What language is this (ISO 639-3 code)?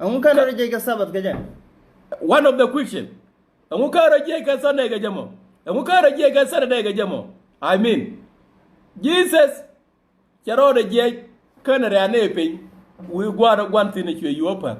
nus